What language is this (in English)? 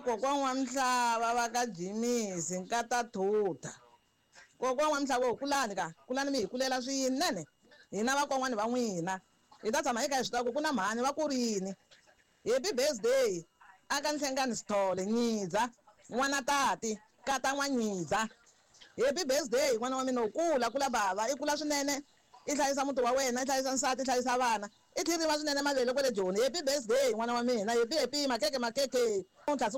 Tsonga